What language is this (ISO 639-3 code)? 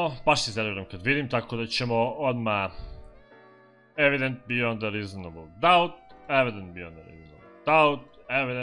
hrv